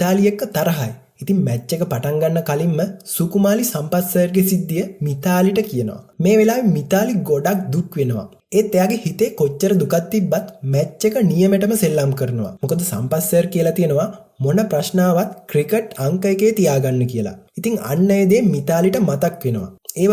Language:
Sinhala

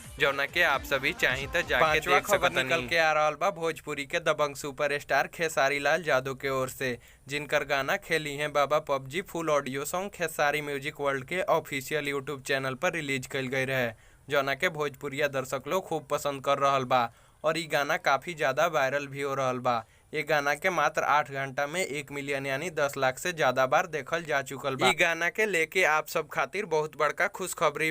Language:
Bhojpuri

